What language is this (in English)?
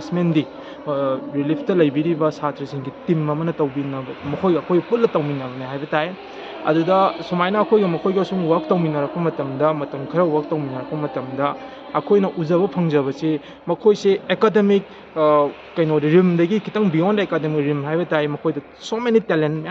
Manipuri